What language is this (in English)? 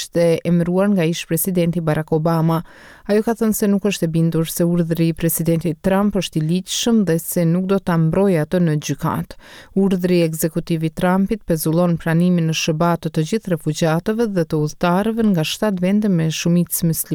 Albanian